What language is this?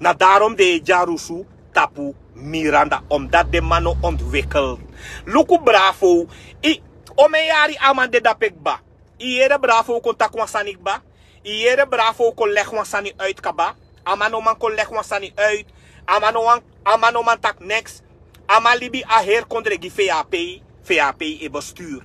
Sranan Tongo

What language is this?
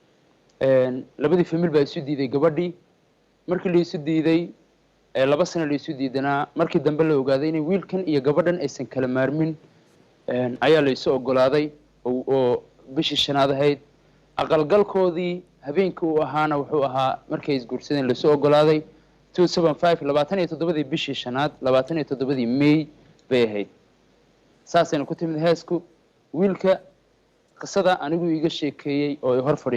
Somali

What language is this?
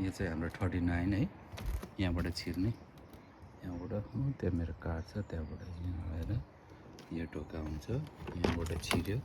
Nepali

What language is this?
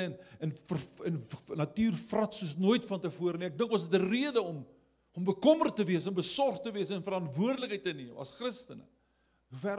Afrikaans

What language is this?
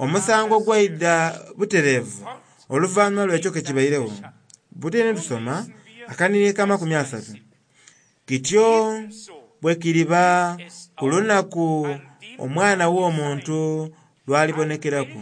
Soga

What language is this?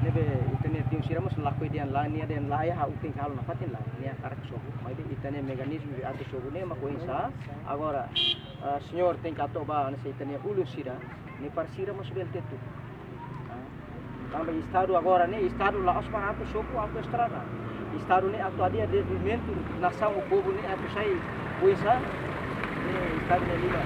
Tetum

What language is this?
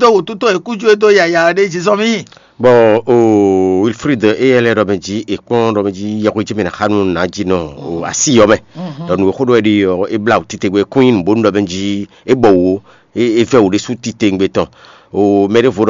Fon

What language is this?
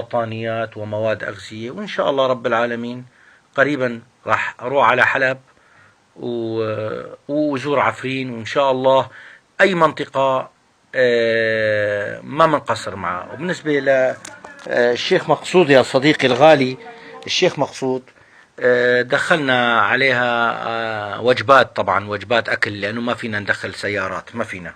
North Levantine Arabic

